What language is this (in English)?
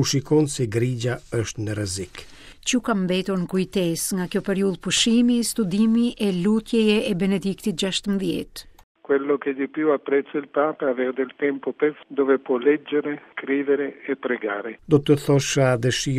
Albanian